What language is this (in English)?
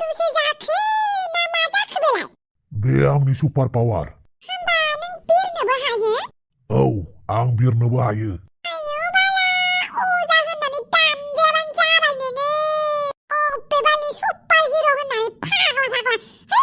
Bodo